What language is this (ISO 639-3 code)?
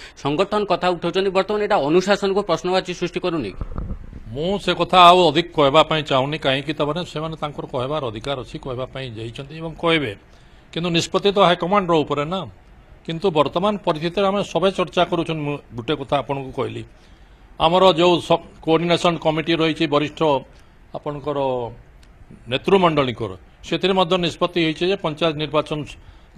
ori